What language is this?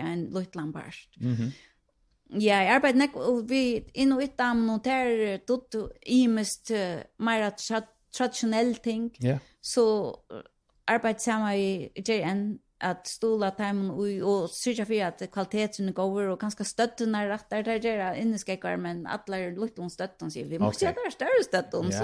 Faroese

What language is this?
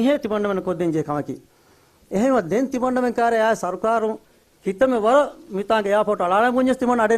Divehi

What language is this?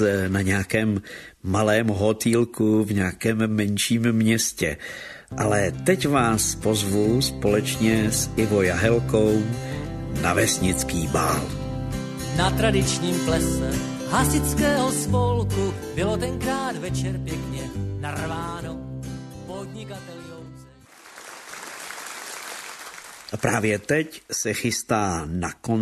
Czech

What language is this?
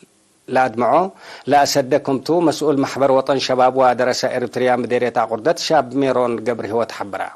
Tigre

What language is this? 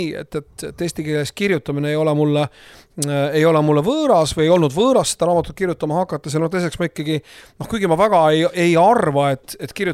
Estonian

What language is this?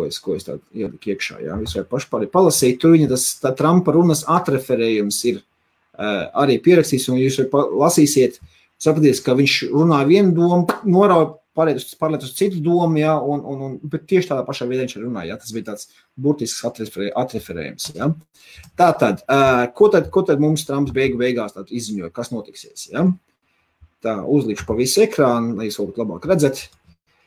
Latvian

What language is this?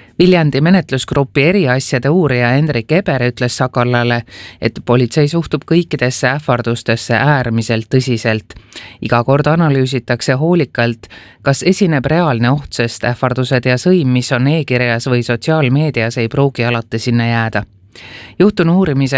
Estonian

